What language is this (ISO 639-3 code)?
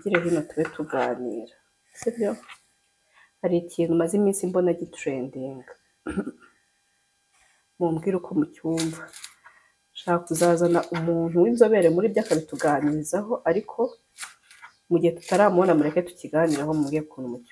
kin